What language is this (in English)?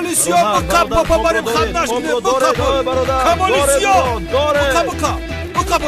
Tajik